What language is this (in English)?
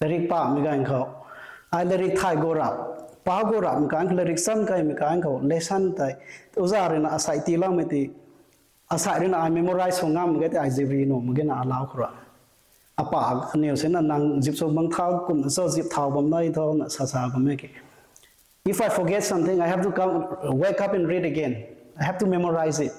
Rongmei Naga